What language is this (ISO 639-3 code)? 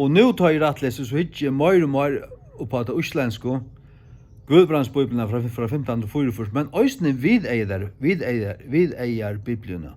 fao